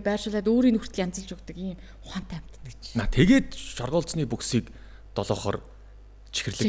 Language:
Mongolian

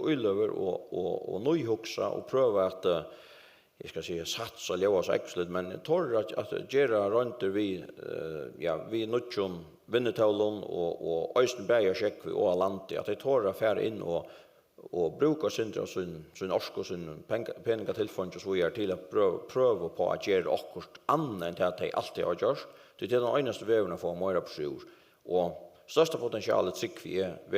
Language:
Faroese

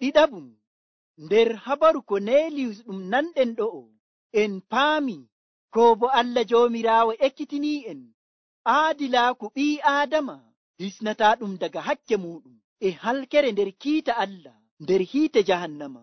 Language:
Nigerian Fulfulde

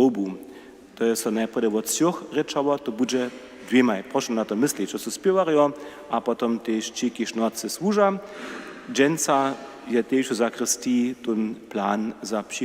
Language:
Upper Sorbian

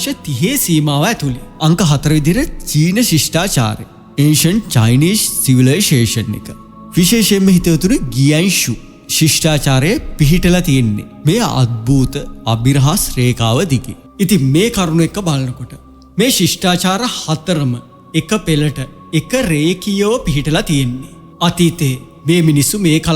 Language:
Sinhala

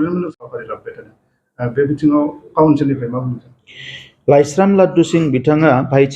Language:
Bodo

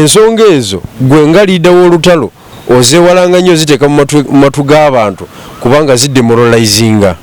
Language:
Ganda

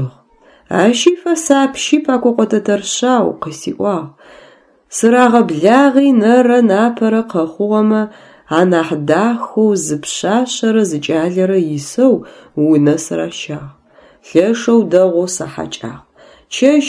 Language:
Adyghe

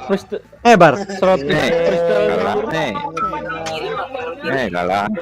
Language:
Banjar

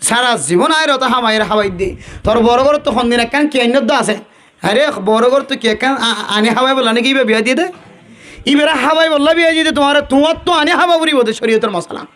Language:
Rohingya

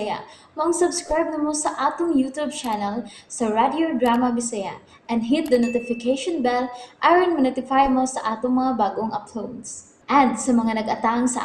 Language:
Cebuano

